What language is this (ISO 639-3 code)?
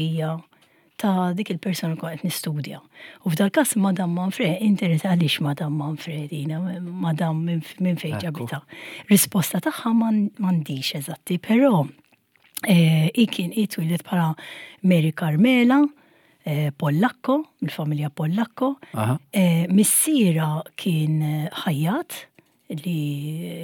mlt